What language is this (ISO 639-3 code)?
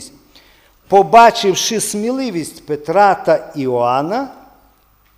ukr